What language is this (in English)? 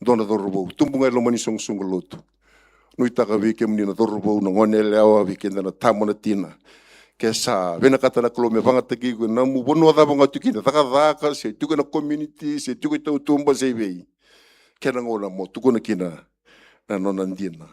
Fijian